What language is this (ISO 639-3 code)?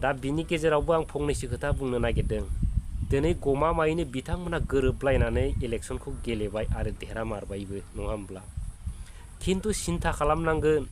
brx